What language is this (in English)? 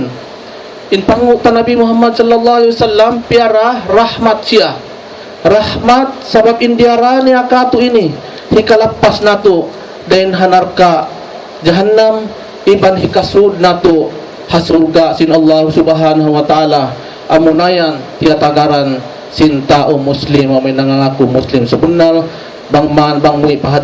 Tausug